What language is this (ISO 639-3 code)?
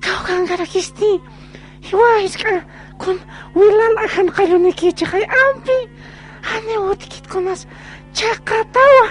aym